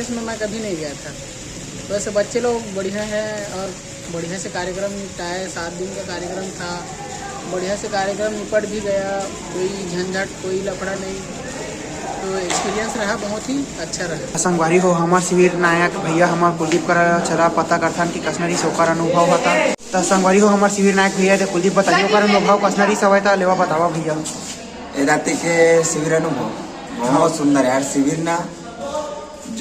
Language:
Chhattisgarhi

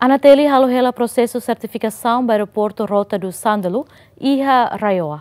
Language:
Tetum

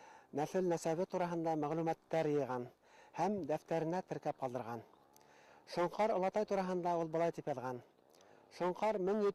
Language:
Bashkir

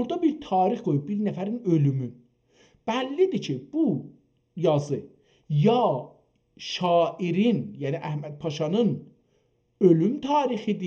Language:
South Azerbaijani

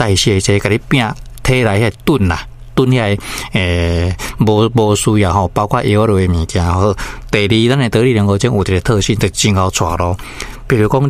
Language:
Min Nan Chinese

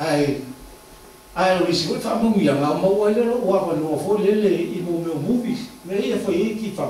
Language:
Samoan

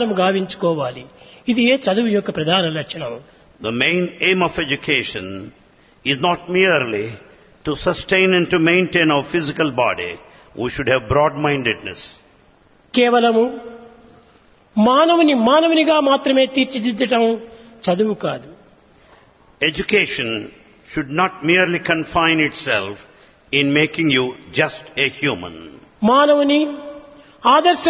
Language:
Telugu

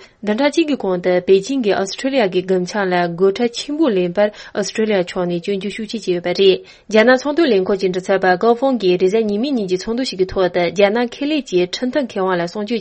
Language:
Tibetan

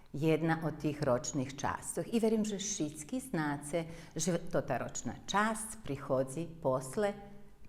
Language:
Rusyn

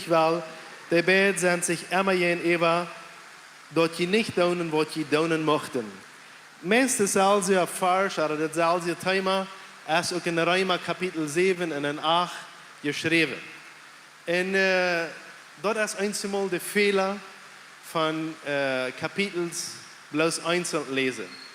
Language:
Plautdietsch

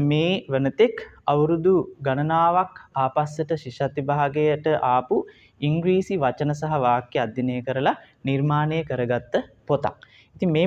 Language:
Sinhala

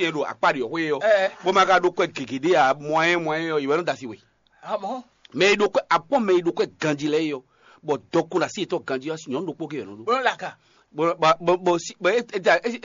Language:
Fon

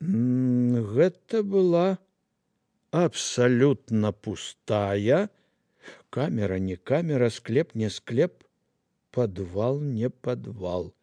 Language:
Belarusian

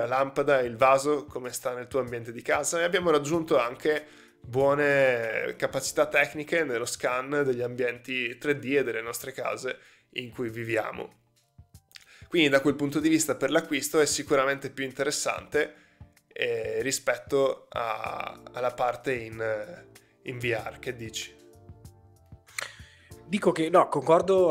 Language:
Italian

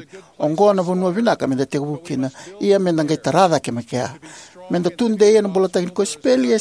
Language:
Fijian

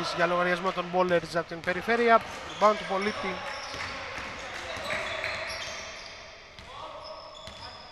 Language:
Greek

